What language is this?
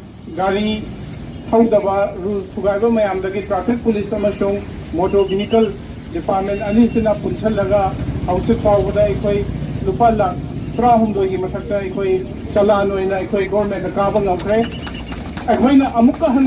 Manipuri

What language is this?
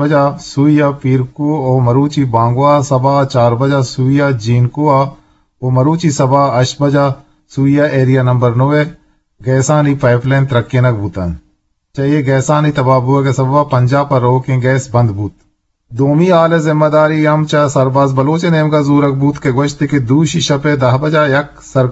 Eastern Balochi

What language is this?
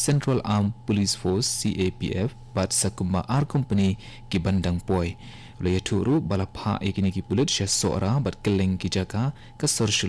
Khasi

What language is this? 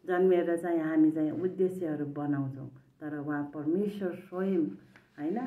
Nepali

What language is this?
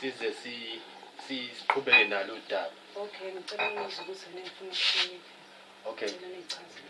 Zulu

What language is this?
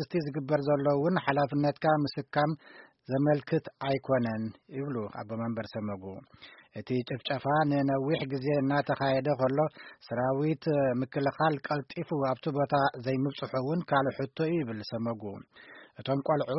Tigrinya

